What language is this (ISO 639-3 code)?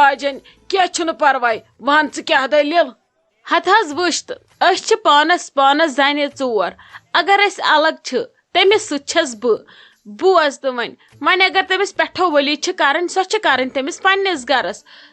kas